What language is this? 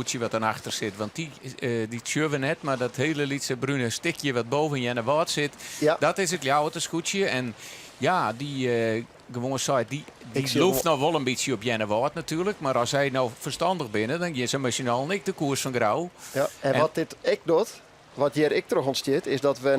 Western Frisian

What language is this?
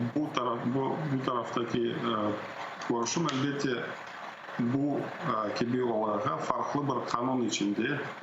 Crimean Tatar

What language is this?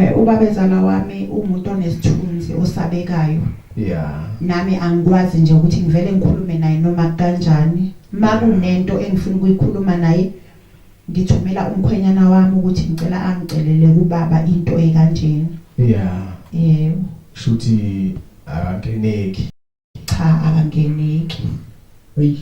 Zulu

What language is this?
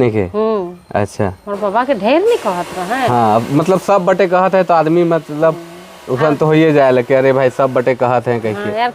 Sadri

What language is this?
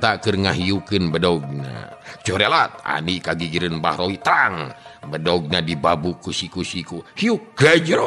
Sundanese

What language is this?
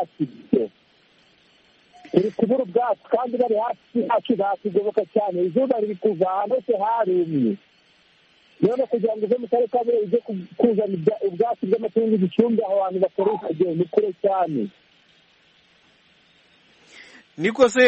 Kinyarwanda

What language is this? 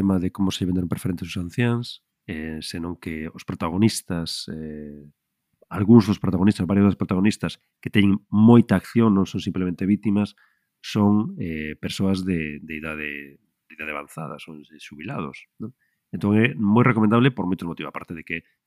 Galician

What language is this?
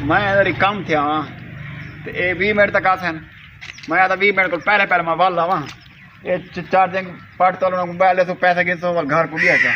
Saraiki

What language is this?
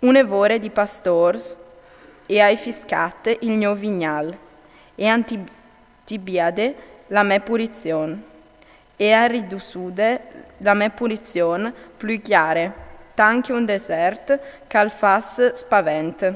Friulian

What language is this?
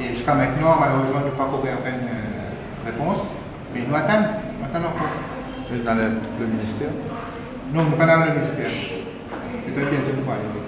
Morisyen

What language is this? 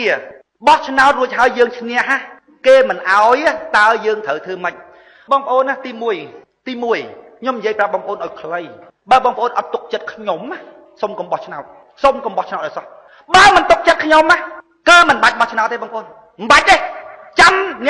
Khmer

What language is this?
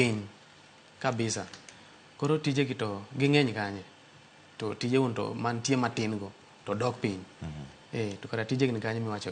Luo (Kenya and Tanzania)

